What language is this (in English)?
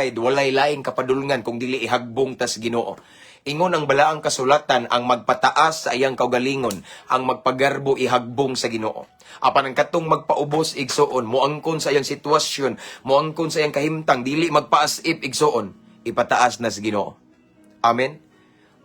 Cebuano